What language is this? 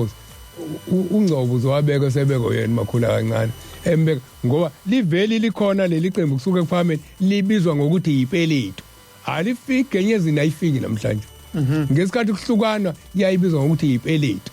Zulu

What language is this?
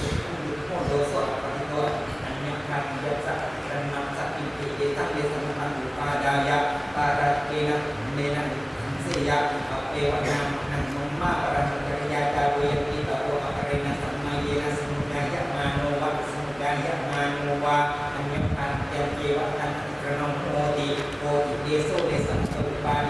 Pali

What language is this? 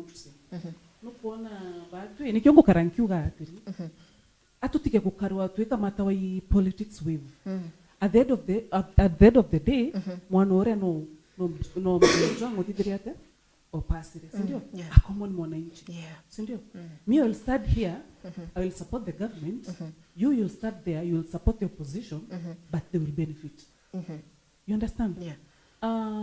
Meru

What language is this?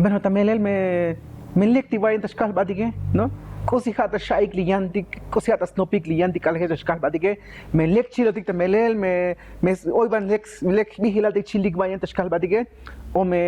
Tzotzil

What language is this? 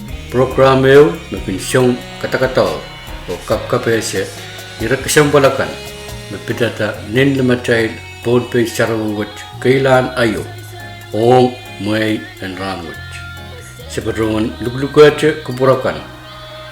Pohnpeian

